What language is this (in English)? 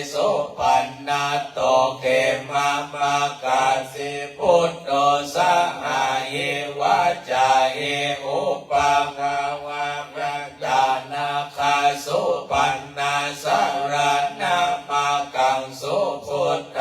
Pali